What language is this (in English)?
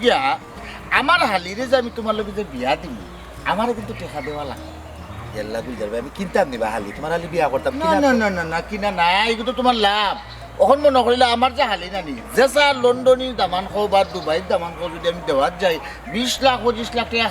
Sylheti